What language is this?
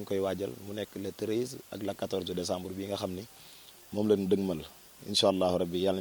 Wolof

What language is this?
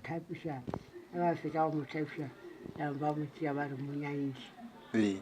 Northern Sotho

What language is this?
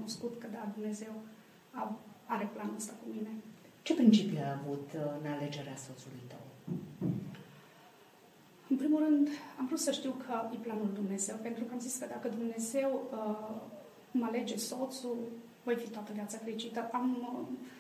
Romanian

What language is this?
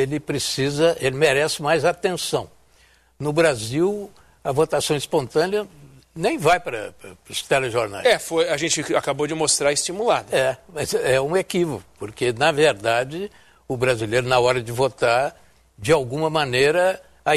Portuguese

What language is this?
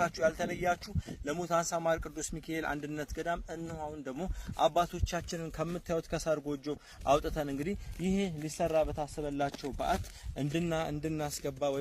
Amharic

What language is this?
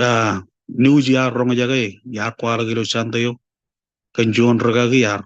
Marshallese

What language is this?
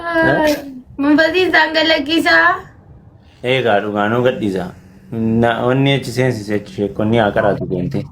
Oromo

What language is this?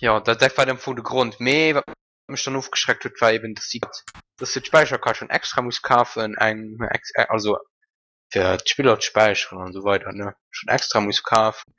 Luxembourgish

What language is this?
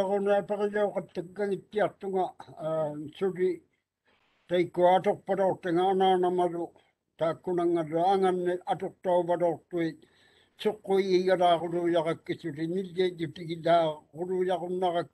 Māori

